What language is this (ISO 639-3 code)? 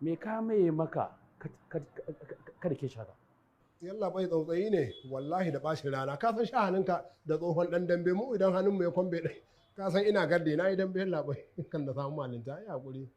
hau